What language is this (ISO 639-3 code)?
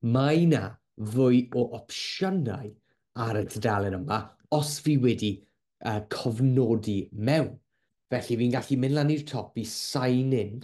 cym